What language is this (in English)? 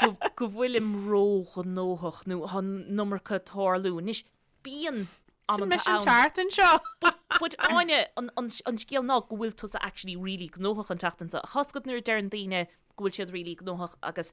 Irish